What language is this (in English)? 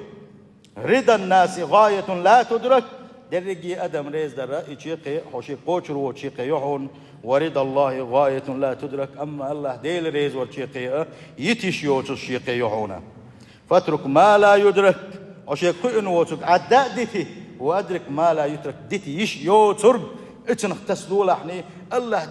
Chechen